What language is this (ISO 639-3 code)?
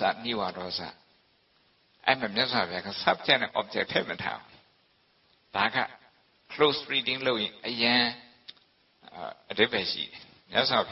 mya